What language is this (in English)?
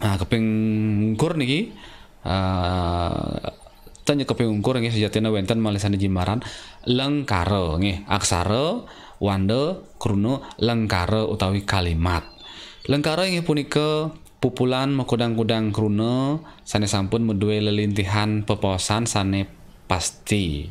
Balinese